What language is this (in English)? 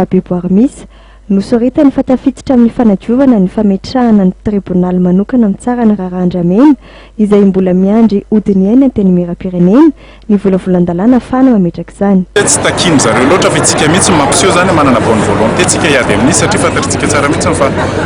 Malagasy